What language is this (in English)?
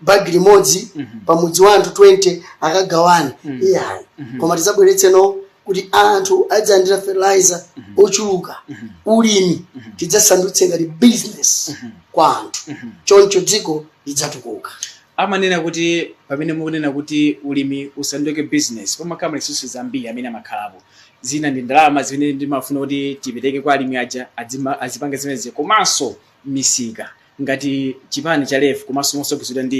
Nyanja